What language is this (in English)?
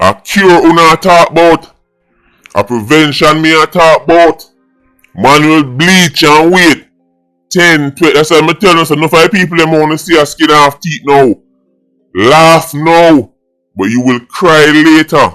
Jamaican Creole English